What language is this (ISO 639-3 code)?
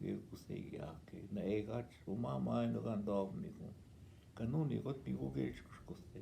ojb